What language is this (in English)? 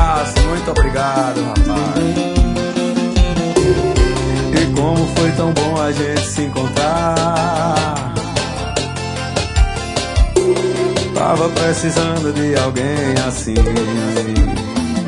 Portuguese